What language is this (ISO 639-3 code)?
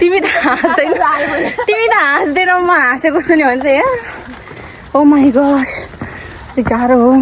nep